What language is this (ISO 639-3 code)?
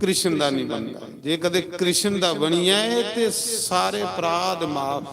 doi